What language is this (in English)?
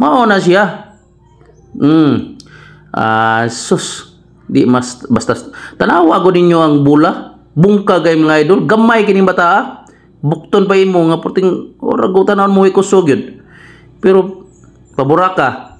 Cebuano